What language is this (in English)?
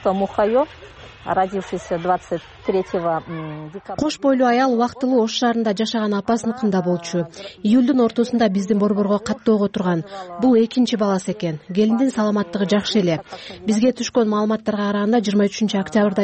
Kyrgyz